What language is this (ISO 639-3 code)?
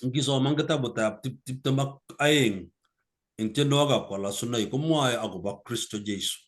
kln